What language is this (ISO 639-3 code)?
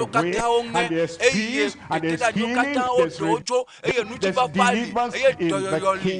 ewe